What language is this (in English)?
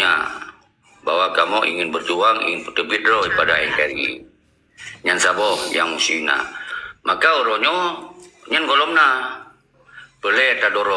Achinese